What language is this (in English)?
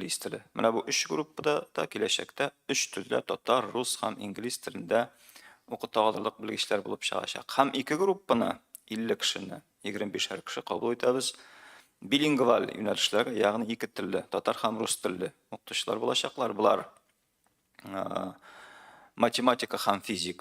Tatar